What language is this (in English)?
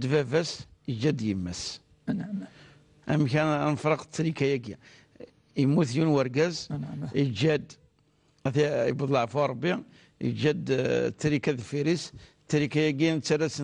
Kabyle